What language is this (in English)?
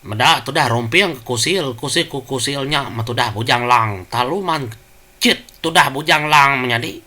Iban